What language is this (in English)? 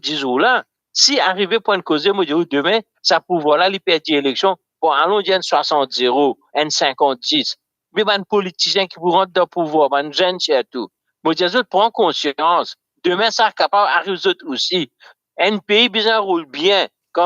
Morisyen